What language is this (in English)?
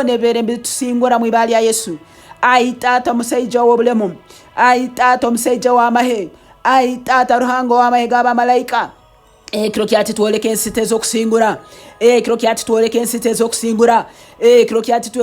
Nyankole